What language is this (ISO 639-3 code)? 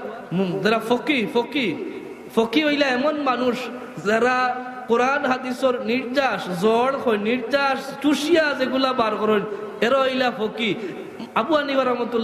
syl